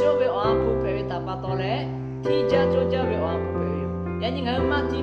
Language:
Lahu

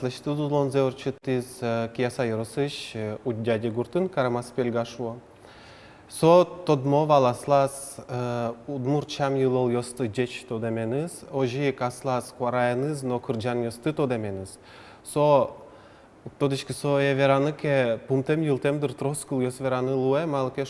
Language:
Udmurt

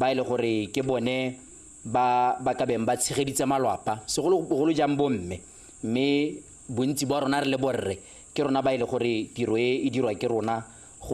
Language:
Tswana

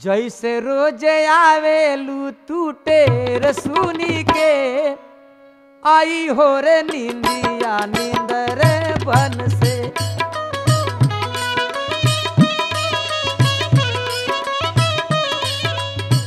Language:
Bhojpuri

